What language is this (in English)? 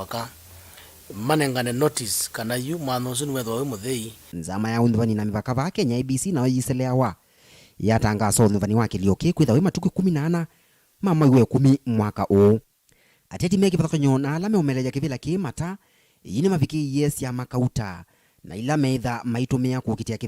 Kamba